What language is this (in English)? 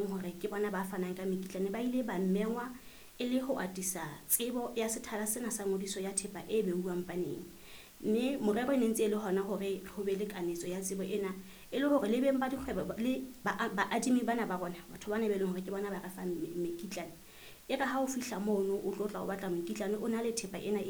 Southern Sotho